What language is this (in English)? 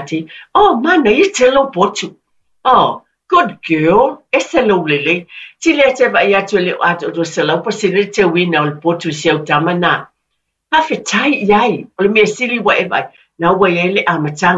Samoan